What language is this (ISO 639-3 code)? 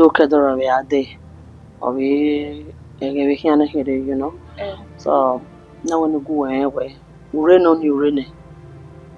bin